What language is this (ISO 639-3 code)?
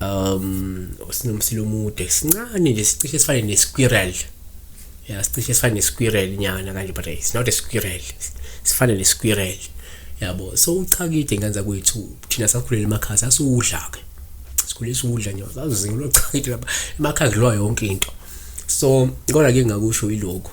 zul